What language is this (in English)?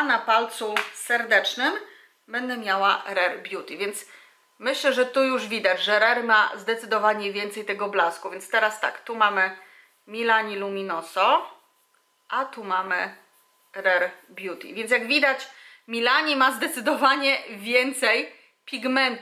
Polish